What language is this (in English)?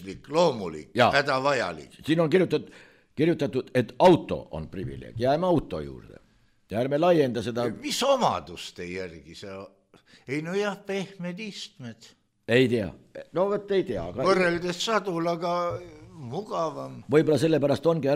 Estonian